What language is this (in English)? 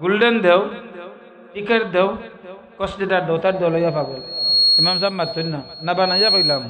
Sylheti